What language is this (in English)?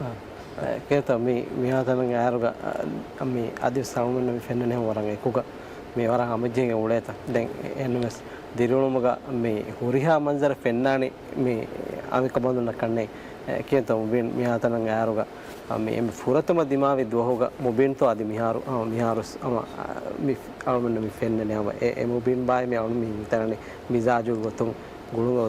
Divehi